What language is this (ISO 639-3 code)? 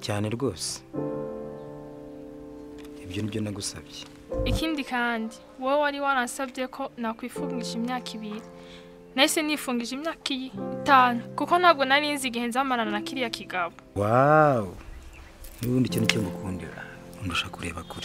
kin